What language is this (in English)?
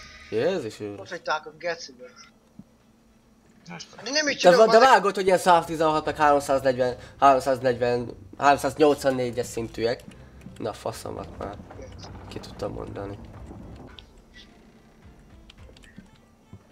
Hungarian